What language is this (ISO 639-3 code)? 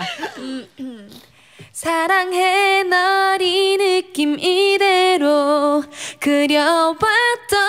kor